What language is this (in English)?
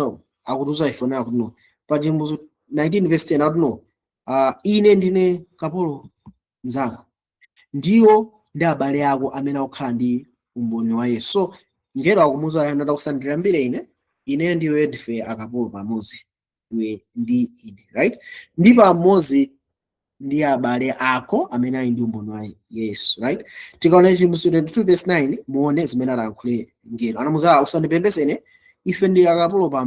Nyanja